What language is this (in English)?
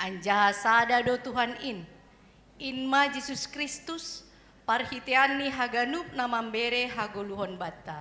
Batak Simalungun